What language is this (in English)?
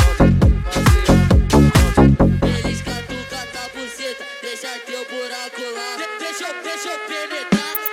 Portuguese